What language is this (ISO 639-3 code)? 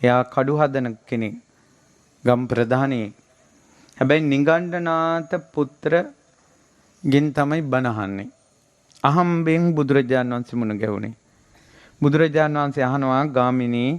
sin